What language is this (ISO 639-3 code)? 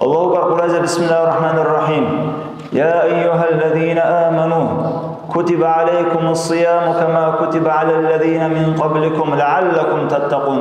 dar